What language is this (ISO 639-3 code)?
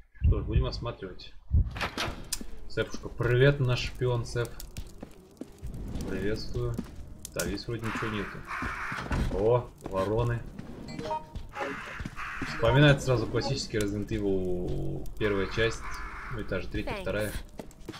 rus